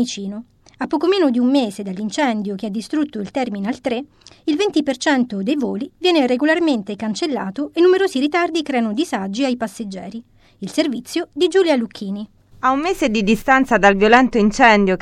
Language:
Italian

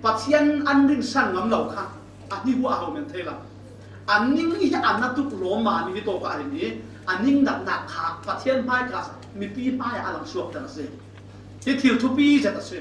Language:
Falam Chin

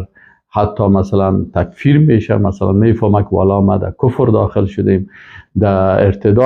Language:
Persian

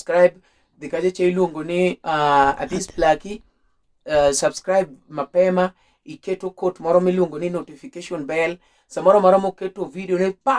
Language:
Luo (Kenya and Tanzania)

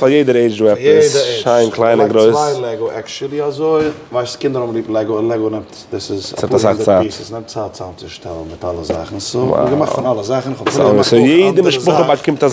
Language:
Yiddish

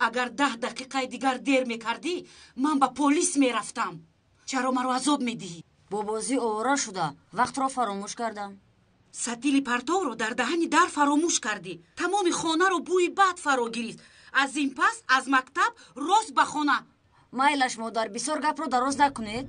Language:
Tajik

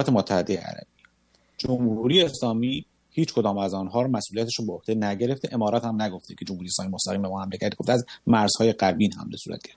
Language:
Persian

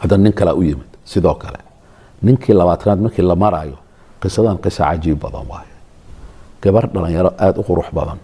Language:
Somali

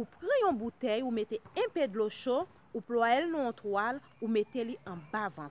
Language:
Haitian Creole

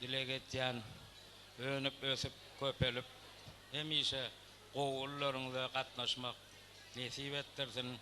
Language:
Turkmen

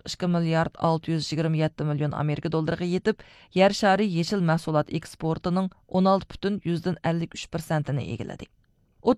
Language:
Uyghur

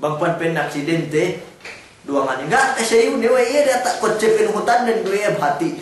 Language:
Yakan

